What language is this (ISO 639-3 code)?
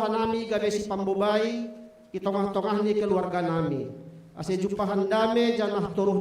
bts